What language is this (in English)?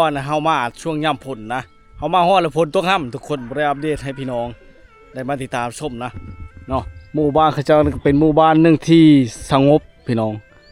Lao